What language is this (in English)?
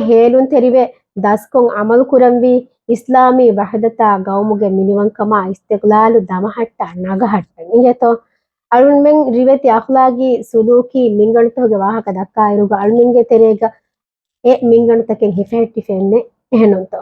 Divehi